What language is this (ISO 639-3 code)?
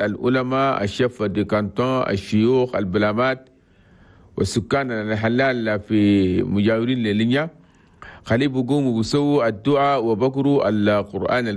shu